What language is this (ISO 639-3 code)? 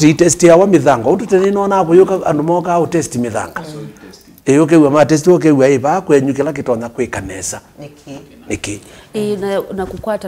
kam